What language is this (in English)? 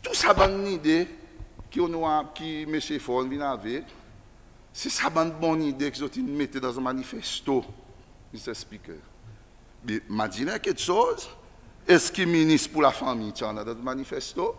Seselwa Creole French